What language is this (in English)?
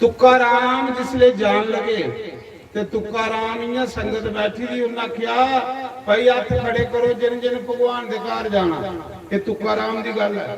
Dogri